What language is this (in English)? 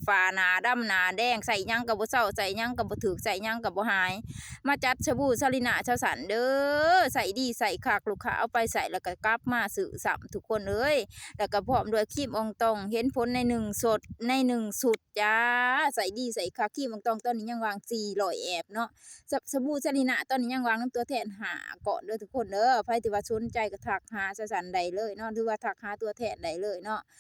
Northeastern Thai